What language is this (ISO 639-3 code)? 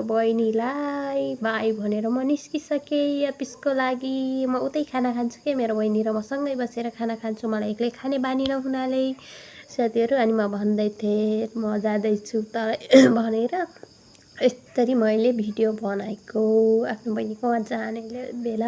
nep